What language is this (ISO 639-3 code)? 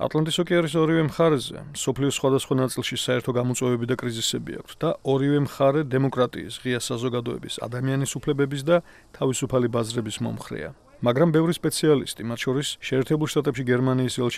kat